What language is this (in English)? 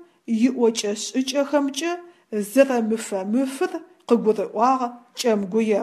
Adyghe